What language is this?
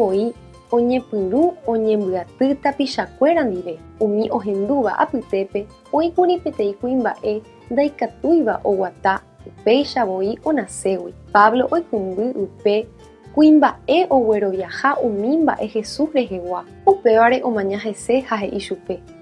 Guarani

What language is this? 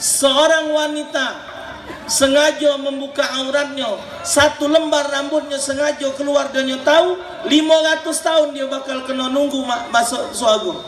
Musi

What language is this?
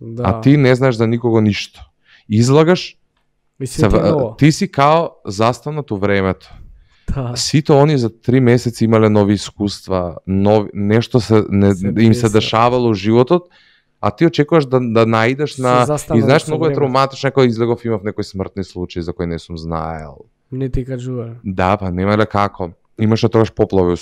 Macedonian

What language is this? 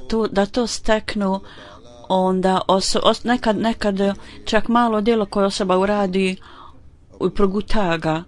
Bosnian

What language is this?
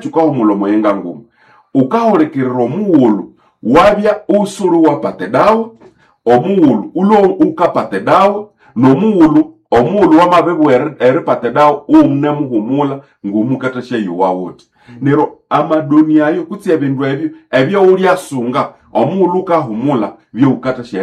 Nande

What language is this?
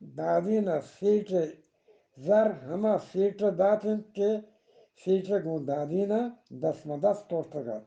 Eastern Balochi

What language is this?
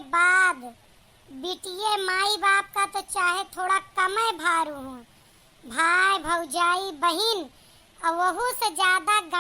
Awadhi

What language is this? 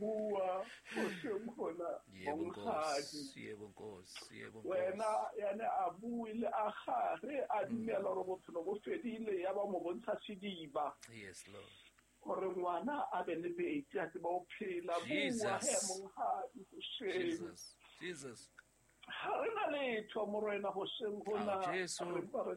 Southern Sotho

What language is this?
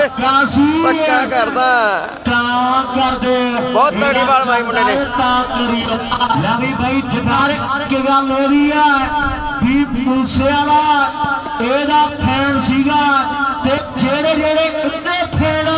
Punjabi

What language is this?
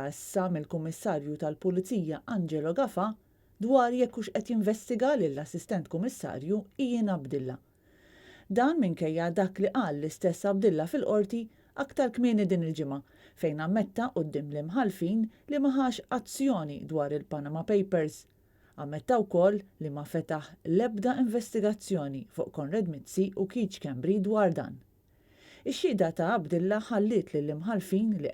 Maltese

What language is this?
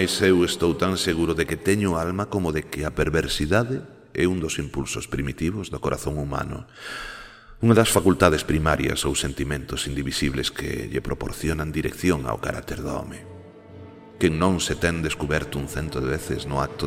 Galician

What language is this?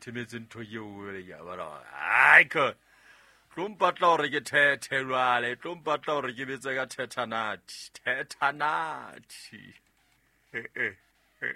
Southern Sotho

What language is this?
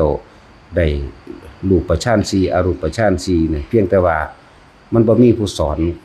Northeastern Thai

